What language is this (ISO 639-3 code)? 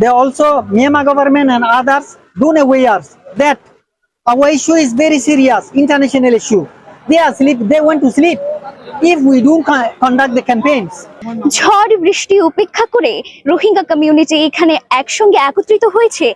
rhg